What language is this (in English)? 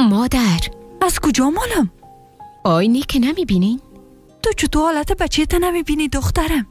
Persian